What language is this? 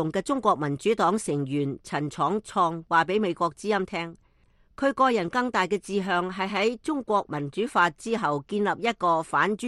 Cantonese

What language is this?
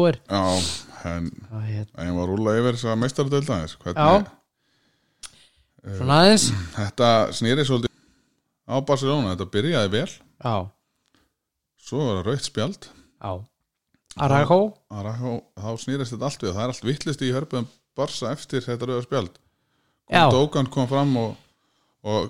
Icelandic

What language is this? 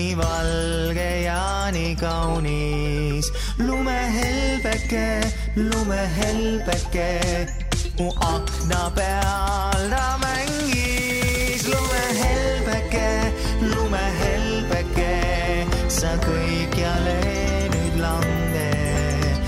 Estonian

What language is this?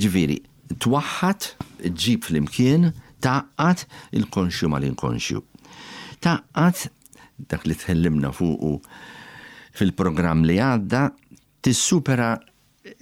Maltese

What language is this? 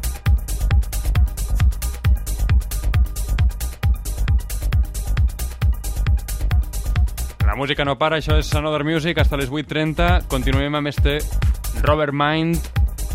Catalan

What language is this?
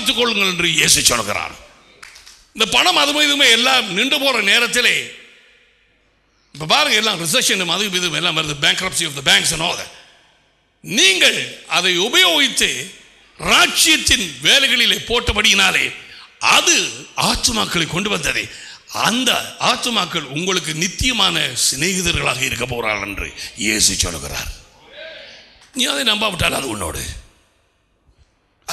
Tamil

